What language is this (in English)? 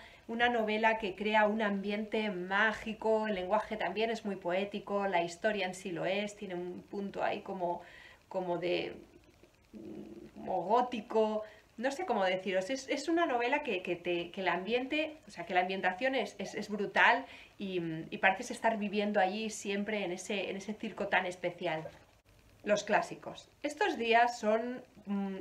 Spanish